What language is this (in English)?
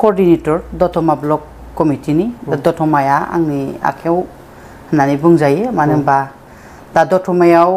Bodo